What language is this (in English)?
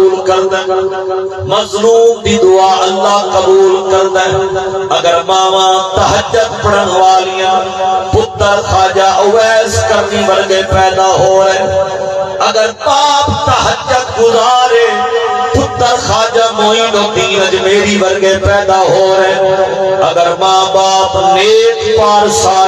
Saraiki